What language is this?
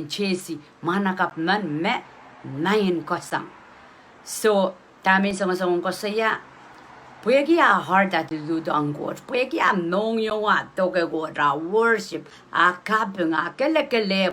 Pohnpeian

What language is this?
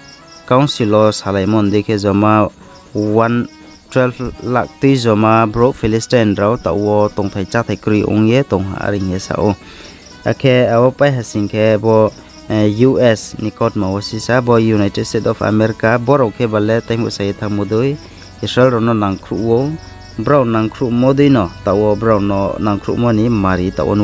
Riang (India)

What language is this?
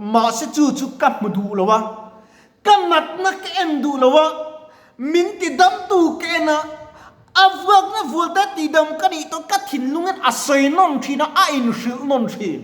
Mizo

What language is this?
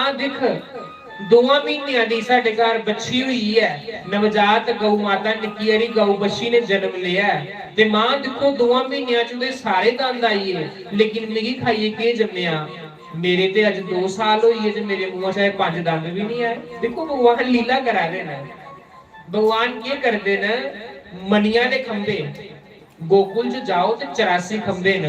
Dogri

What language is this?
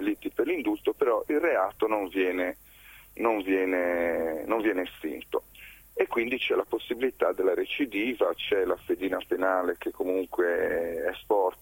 Italian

